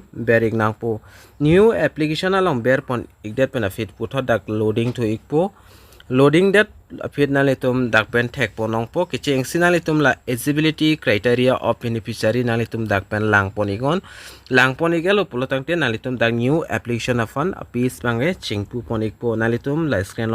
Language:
Karbi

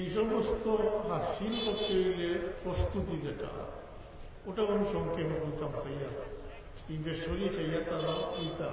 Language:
Sylheti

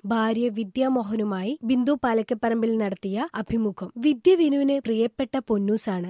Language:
Malayalam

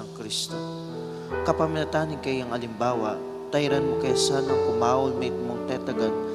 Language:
Pampanga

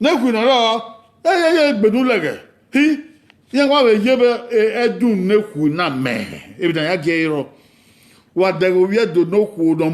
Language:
Bini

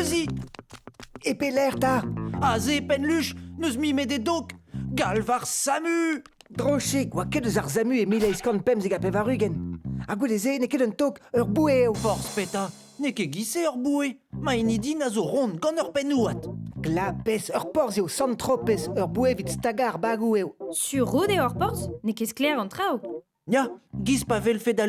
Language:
Breton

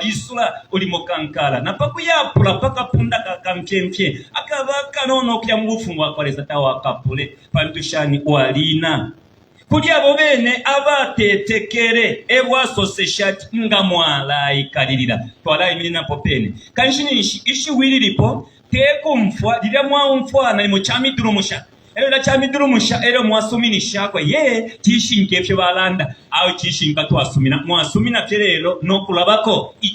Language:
Bemba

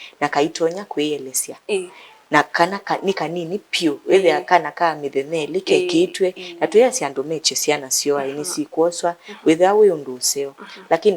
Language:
Kamba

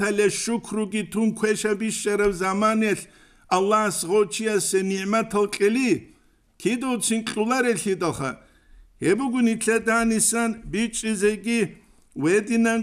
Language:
Avaric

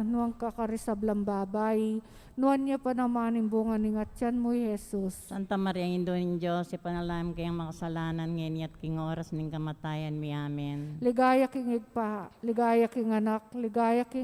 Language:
Pampanga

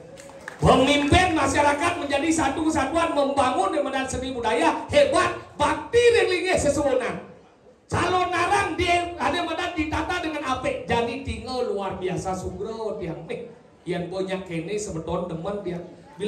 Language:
Balinese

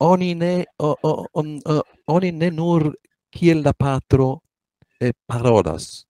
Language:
Esperanto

